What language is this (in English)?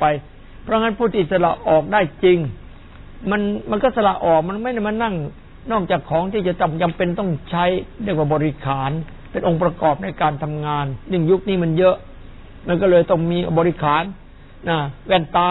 Thai